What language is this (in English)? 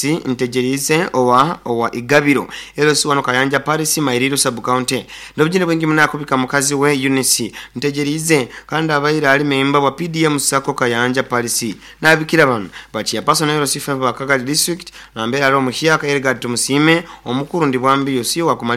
Nyoro